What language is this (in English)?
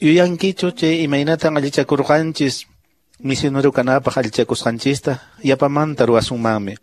Quechua